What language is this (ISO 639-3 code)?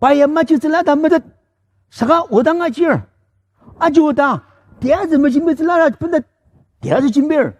njo